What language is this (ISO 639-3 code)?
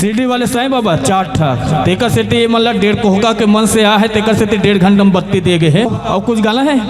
hne